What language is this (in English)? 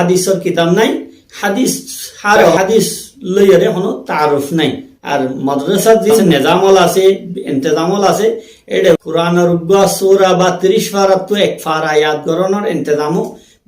Rohingya